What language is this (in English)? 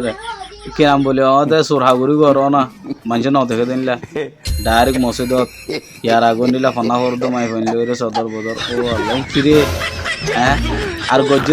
Rohingya